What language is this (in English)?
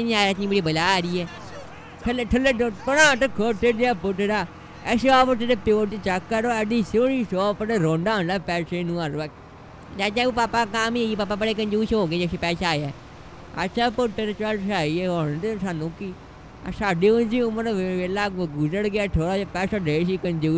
Punjabi